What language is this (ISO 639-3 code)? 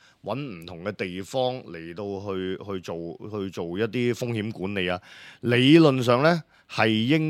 yue